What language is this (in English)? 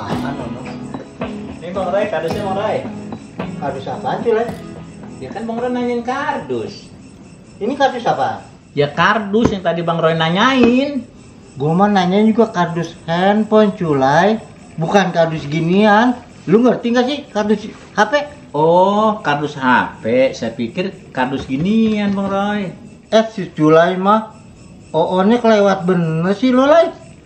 Betawi